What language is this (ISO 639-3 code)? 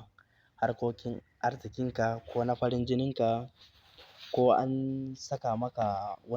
hau